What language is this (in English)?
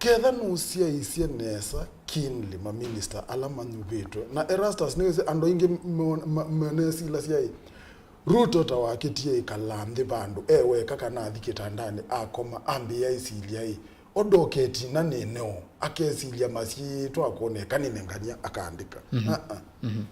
Kamba